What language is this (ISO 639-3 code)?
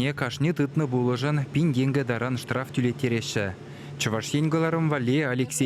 chv